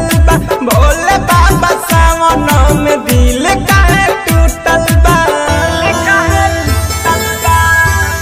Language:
Bhojpuri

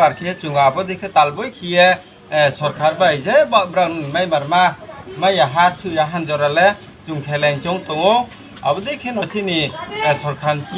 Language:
Riang (India)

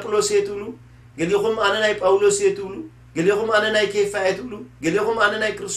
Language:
Tigrinya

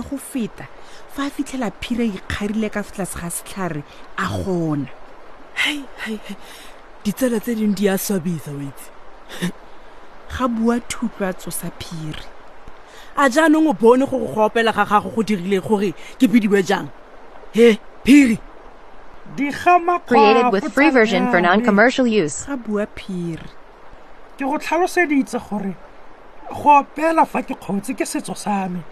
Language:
Tswana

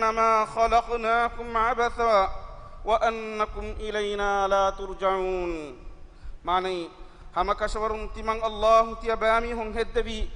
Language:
Divehi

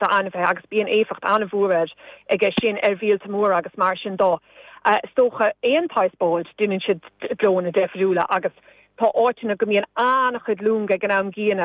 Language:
Irish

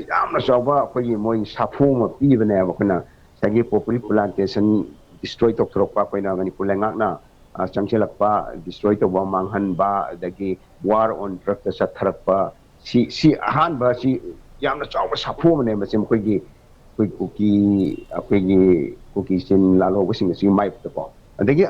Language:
Manipuri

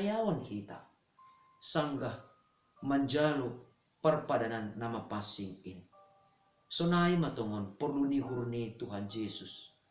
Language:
Batak Simalungun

